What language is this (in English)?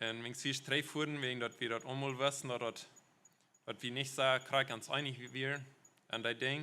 Plautdietsch